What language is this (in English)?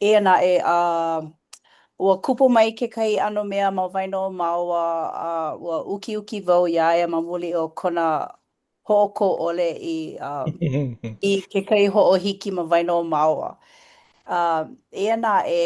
Hawaiian